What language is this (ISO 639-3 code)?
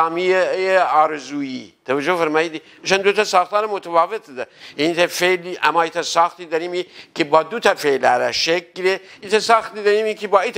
glk